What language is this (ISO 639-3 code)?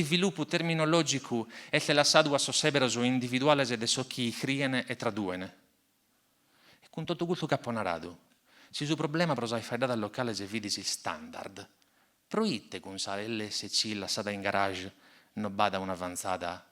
srd